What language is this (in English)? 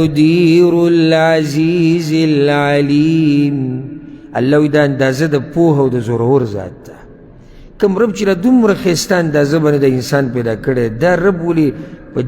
Pashto